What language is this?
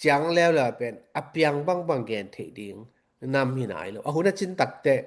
Tedim Chin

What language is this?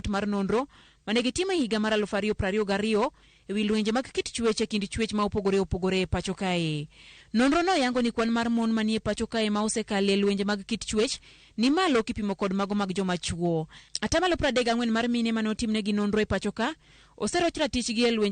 Luo (Kenya and Tanzania)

